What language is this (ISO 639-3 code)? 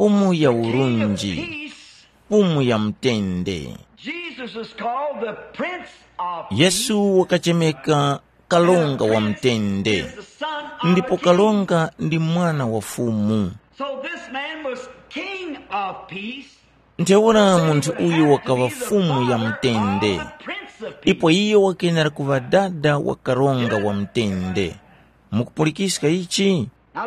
tum